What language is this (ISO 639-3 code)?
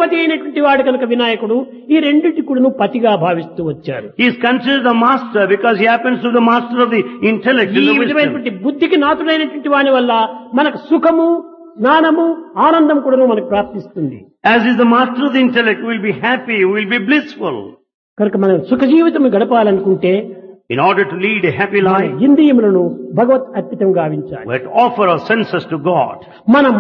tel